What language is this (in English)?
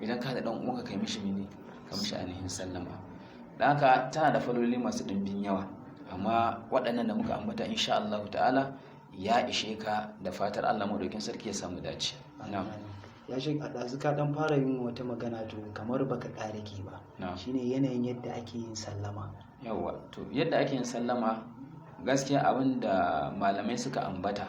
Hausa